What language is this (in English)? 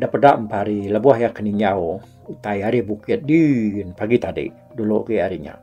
Iban